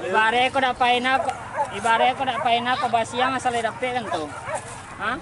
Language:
Minangkabau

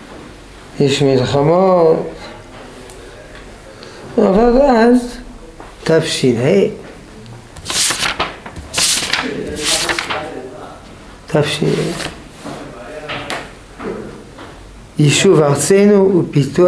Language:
Hebrew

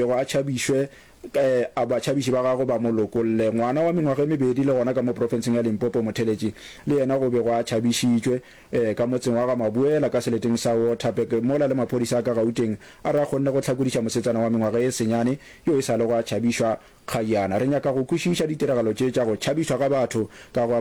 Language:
Northern Sotho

